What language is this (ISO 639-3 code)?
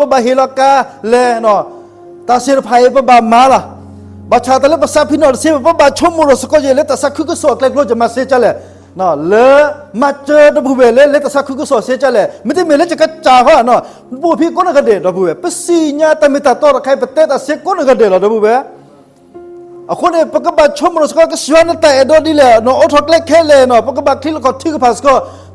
ksw